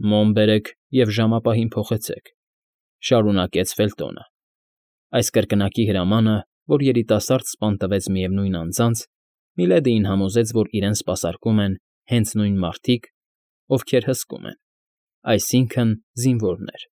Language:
Armenian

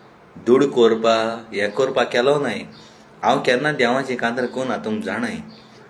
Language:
Konkani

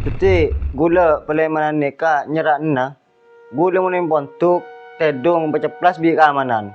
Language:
Madurese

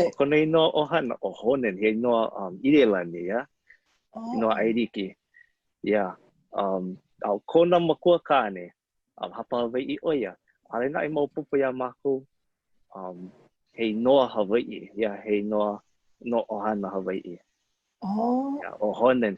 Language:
Hawaiian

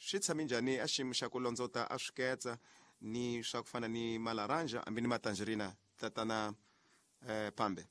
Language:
Tsonga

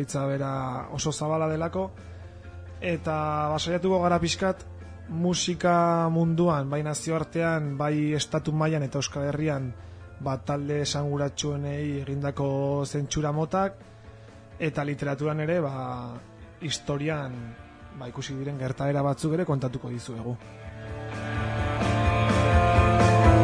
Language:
Basque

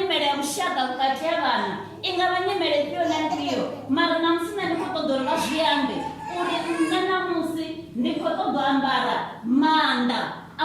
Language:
Venda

